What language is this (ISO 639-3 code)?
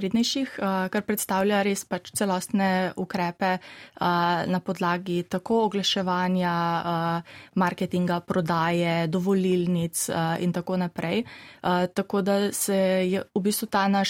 slv